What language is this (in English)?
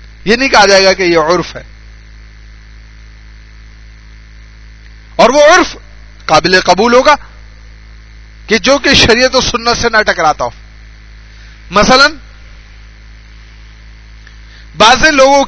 Urdu